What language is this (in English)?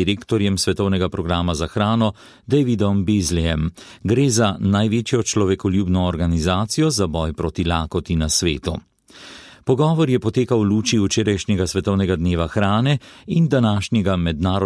Slovenian